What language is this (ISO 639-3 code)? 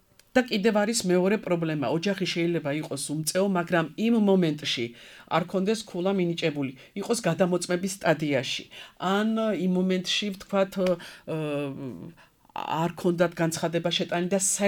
kat